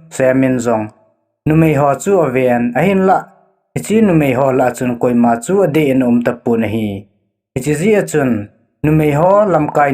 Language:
Thado Chin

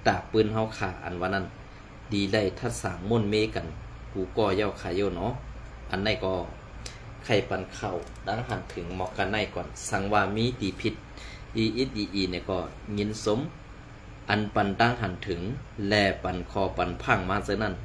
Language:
Shan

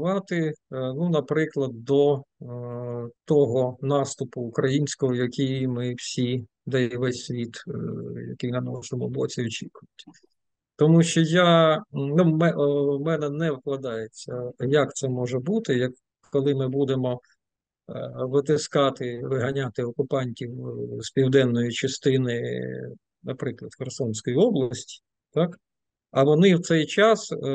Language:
Ukrainian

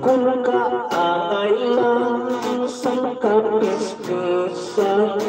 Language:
Hiligaynon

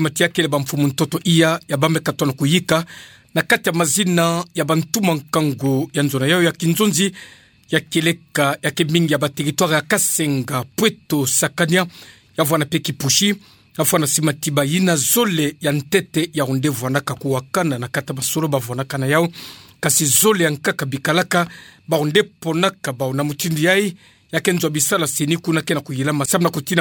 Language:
Kituba (Democratic Republic of Congo)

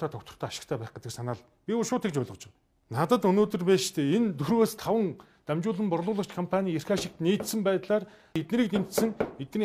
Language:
Mongolian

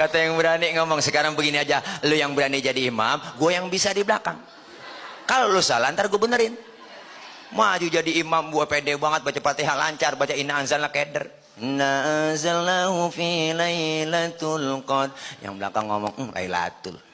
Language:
Betawi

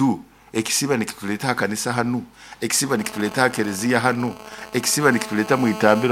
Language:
Nyoro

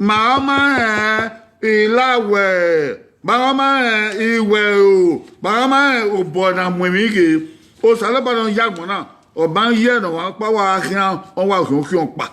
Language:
Bini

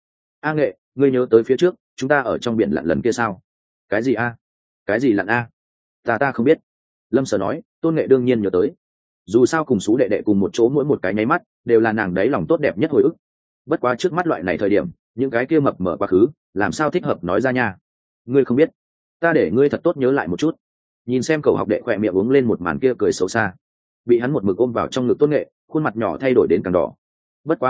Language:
Vietnamese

